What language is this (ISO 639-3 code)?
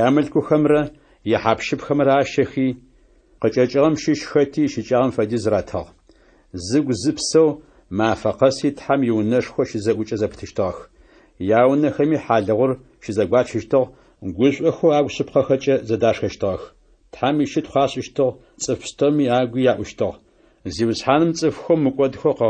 ady